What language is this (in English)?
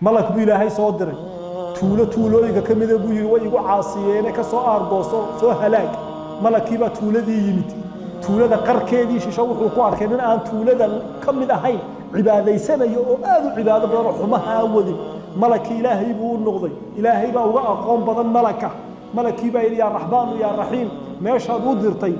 Somali